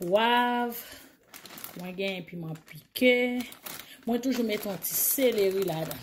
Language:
Haitian Creole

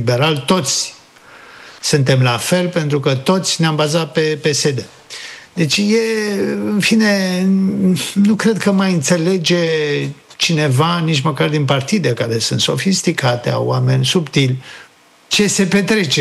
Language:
Romanian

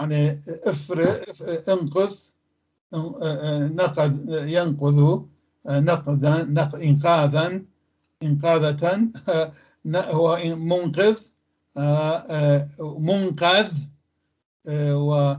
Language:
North Levantine Arabic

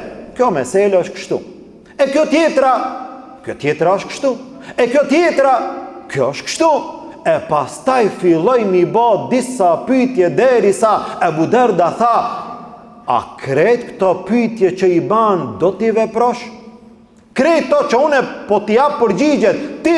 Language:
Albanian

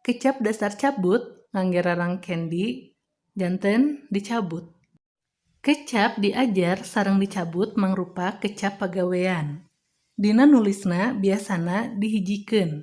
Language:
Sundanese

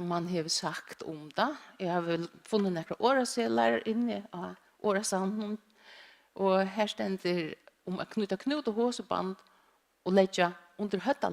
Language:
Faroese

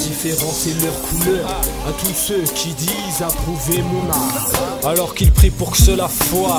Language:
French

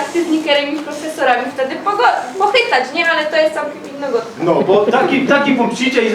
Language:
Silesian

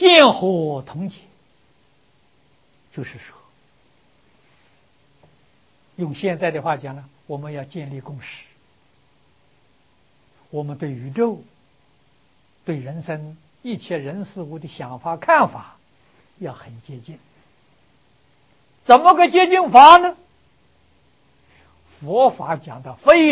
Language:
Chinese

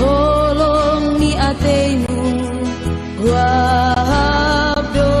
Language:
Batak Simalungun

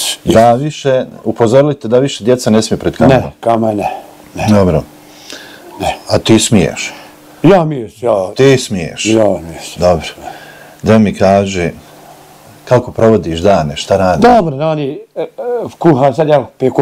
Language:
Bosnian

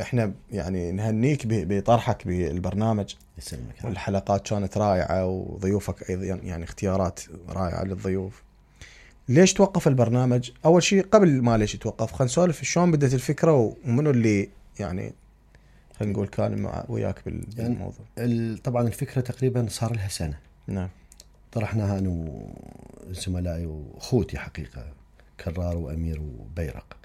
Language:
Mesopotamian Arabic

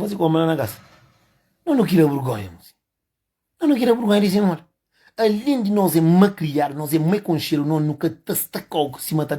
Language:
Kabuverdianu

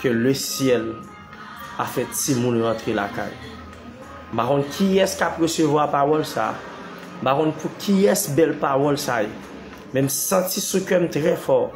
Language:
Haitian Creole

